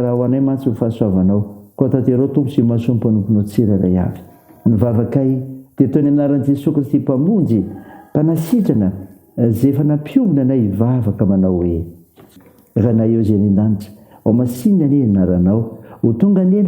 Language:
Malagasy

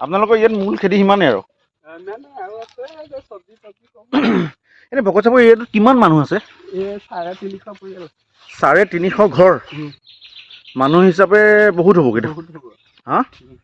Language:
Assamese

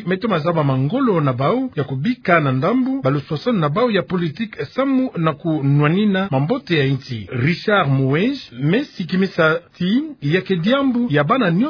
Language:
Kituba (Democratic Republic of Congo)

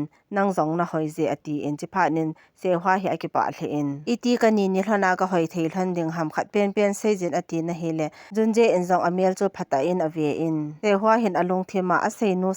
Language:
Thado Chin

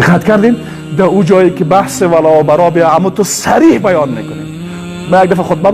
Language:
Persian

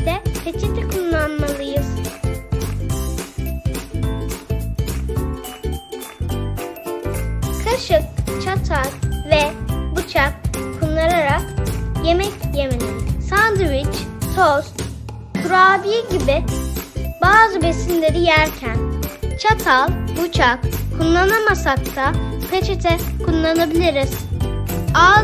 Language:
Turkish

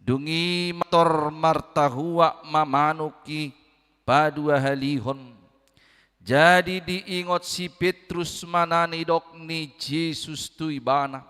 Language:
Batak Toba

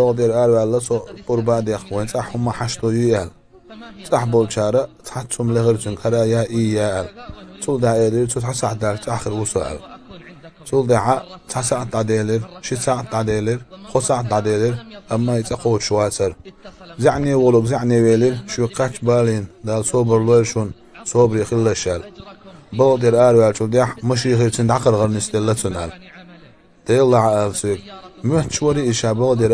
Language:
Chechen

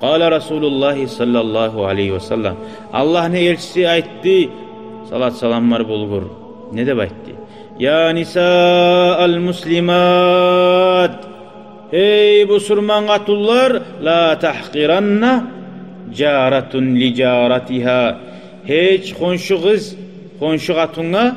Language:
Kumyk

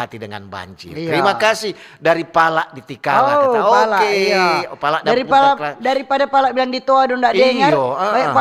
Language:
Manado Malay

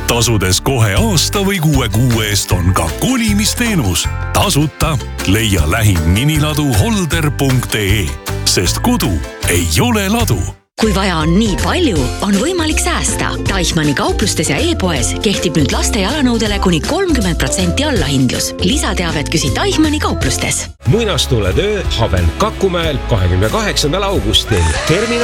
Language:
Estonian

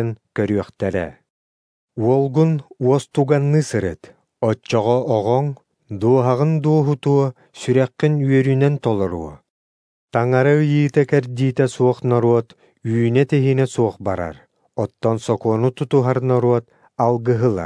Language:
Yakut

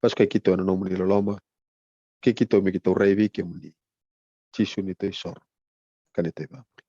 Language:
Fijian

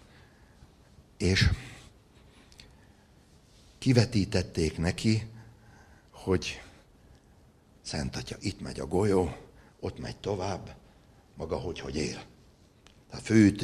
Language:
Hungarian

